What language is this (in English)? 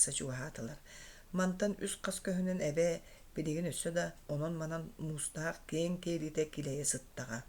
Yakut